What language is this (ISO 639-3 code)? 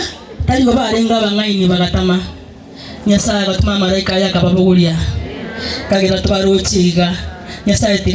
guz